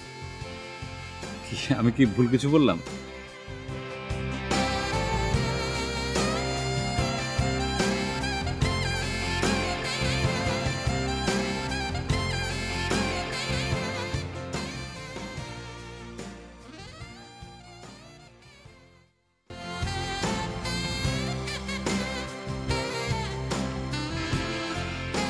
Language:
Bangla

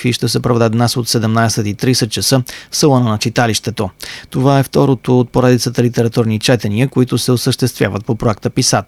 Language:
Bulgarian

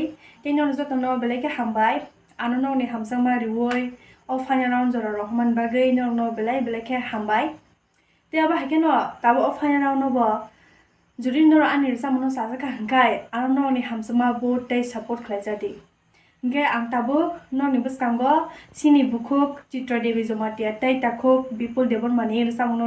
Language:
Kok Borok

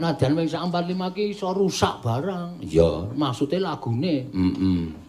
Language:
Javanese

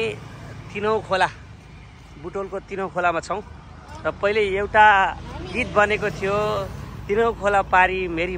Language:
Nepali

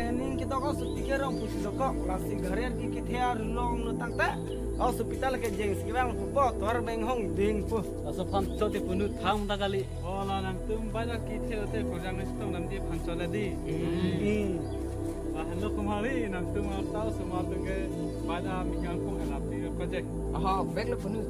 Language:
Karbi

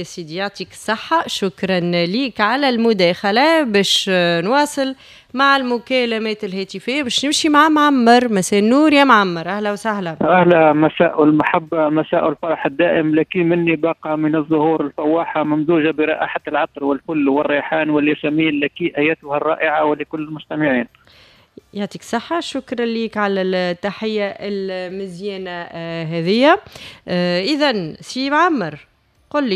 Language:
Tunisian Arabic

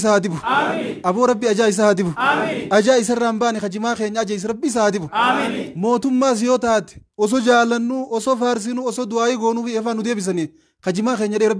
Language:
Oromo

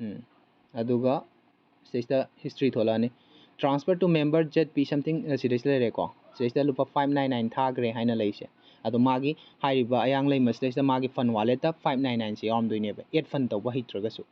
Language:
Manipuri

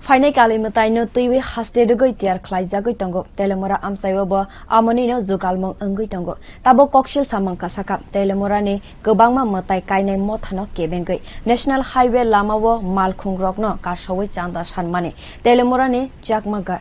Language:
Kok Borok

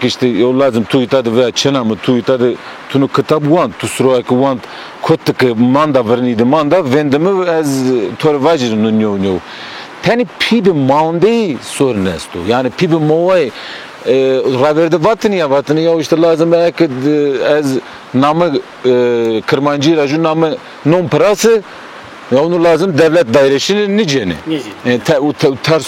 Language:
Zaza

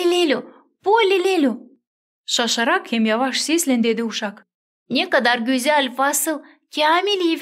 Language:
Gagauz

